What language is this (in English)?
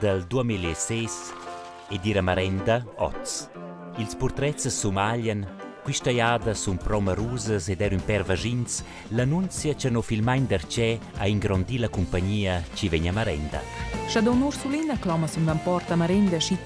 Romansh